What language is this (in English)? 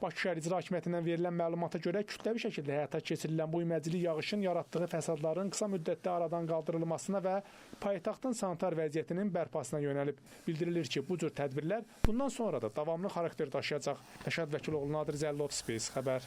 Azerbaijani